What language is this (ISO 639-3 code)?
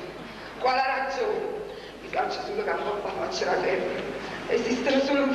nap